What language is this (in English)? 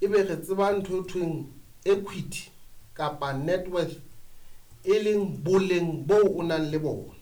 Southern Sotho